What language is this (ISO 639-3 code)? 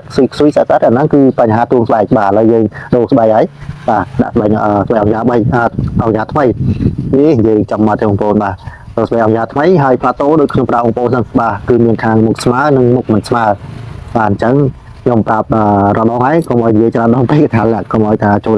khm